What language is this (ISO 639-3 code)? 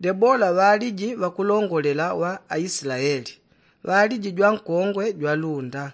yao